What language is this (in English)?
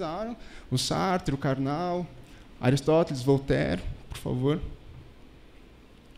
Portuguese